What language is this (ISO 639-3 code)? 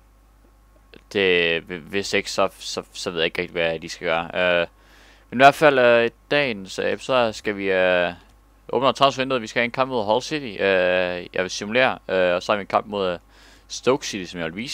dan